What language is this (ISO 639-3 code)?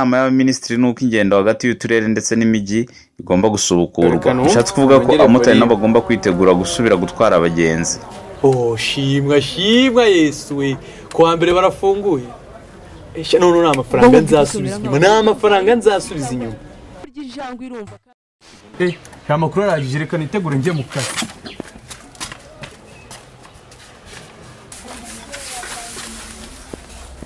kin